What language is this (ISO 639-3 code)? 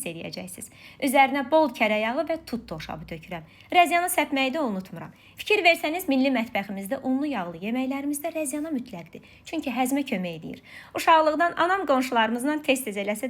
aze